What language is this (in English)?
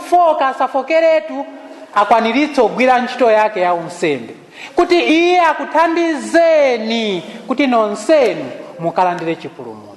Nyanja